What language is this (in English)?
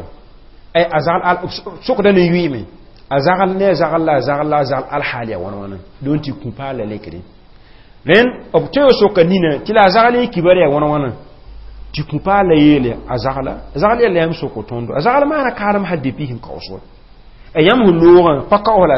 Mossi